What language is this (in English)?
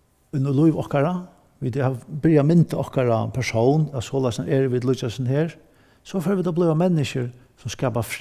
Faroese